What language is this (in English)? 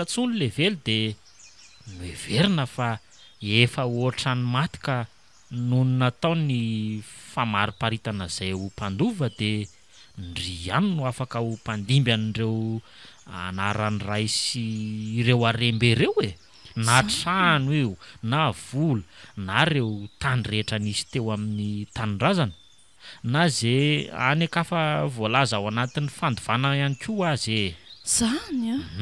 Malagasy